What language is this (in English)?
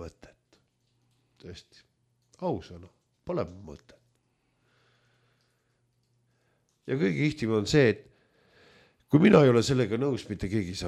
Estonian